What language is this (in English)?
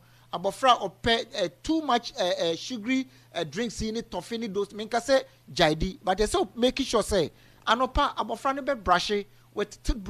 Akan